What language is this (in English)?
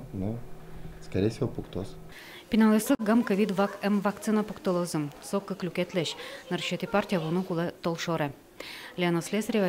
Udmurt